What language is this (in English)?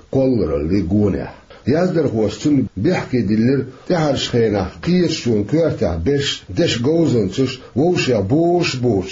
Chechen